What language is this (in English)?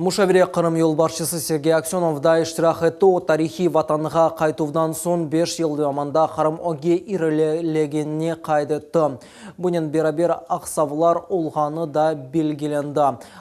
Crimean Tatar